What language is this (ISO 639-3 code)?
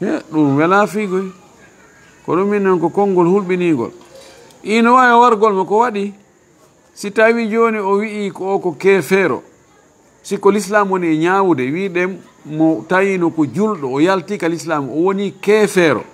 ful